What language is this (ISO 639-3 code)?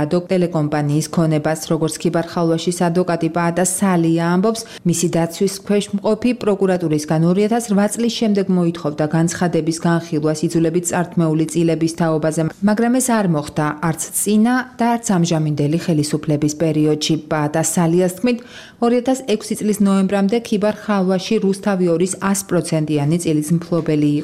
kat